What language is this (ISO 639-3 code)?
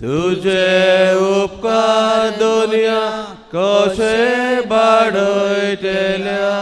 kok